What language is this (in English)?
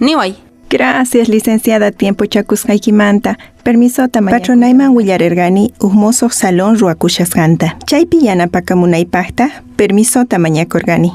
Quechua